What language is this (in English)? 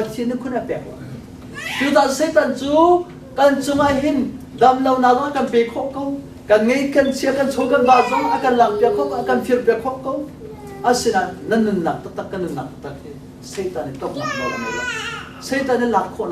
Hakha Chin